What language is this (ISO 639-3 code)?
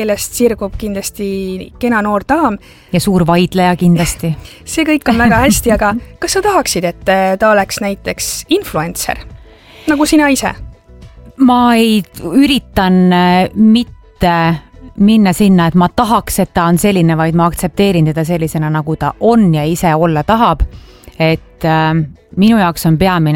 est